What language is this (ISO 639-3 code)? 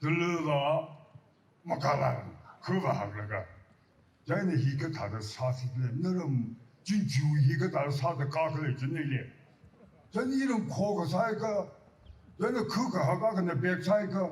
nmf